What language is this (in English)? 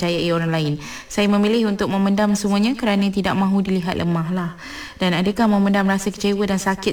Malay